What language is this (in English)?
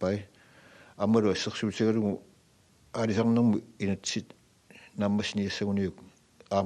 Kalaallisut